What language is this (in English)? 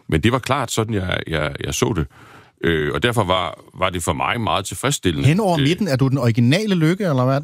Danish